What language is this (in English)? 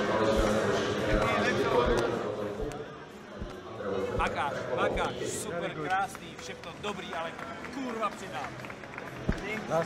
Czech